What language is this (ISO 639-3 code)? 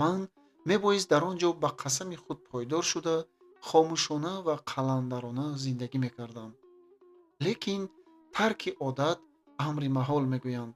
tgk